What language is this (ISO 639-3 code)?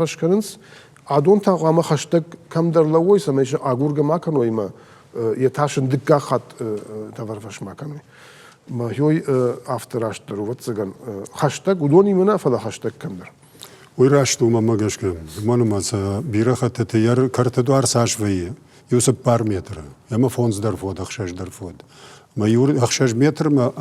oss